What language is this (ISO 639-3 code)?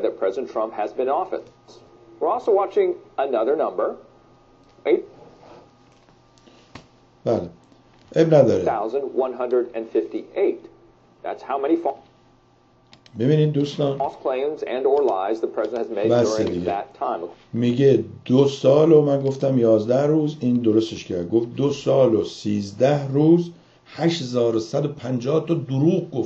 fas